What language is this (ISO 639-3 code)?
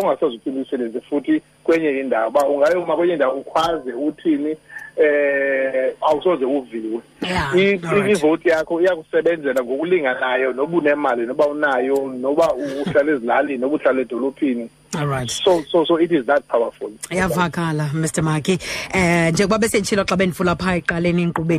xho